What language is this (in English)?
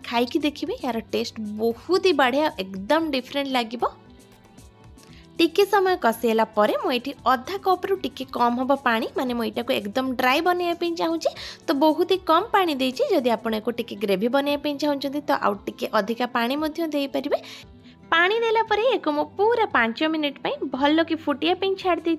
Odia